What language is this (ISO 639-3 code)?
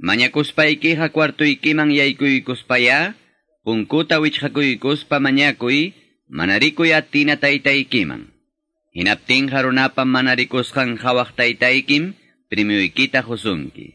que